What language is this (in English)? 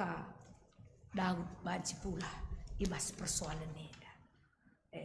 Batak Karo